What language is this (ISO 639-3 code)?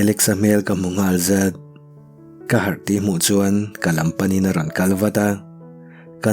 lus